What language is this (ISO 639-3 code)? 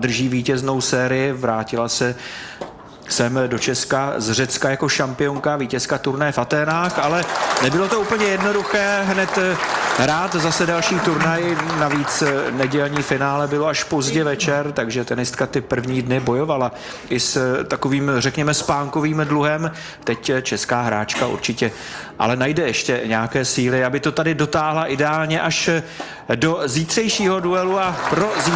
ces